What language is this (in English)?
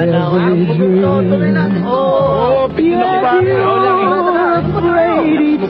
Filipino